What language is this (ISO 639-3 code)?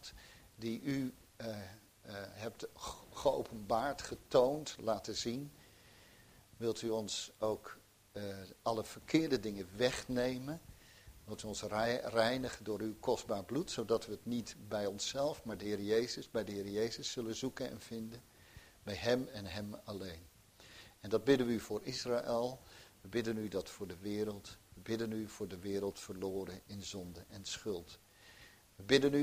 nld